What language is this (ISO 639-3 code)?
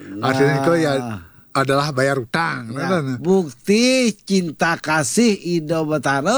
ban